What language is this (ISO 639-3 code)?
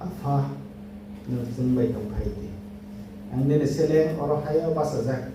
trp